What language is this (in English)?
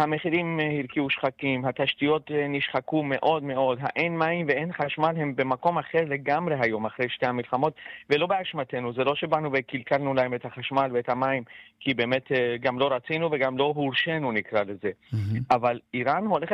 Hebrew